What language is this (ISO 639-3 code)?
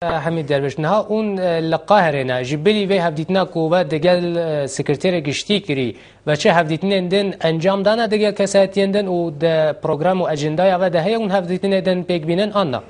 kur